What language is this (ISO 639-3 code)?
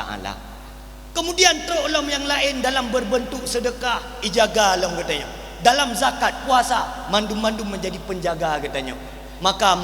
ace